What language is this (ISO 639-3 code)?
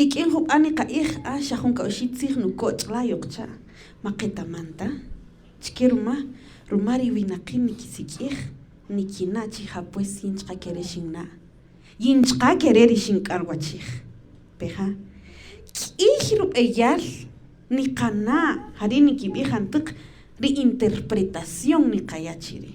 cak